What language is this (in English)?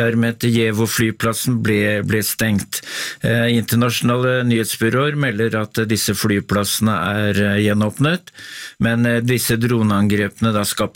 Norwegian